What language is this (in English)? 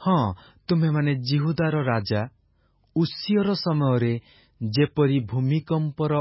Odia